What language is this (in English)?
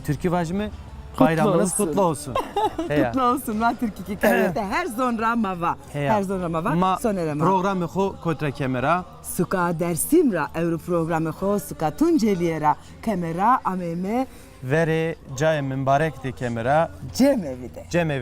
Zaza